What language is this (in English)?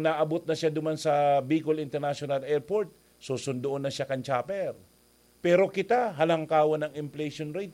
Bikol